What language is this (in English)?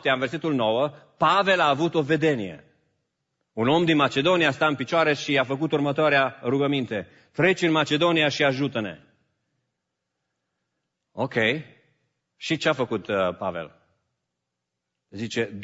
Romanian